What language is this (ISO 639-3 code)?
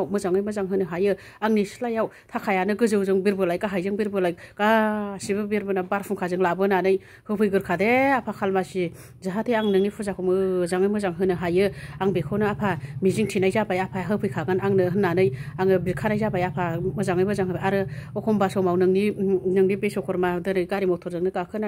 brx